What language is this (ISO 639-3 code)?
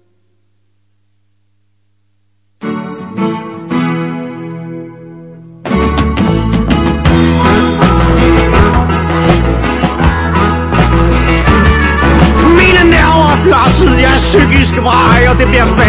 dan